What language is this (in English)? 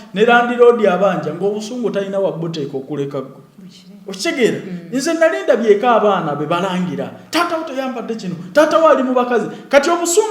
Ganda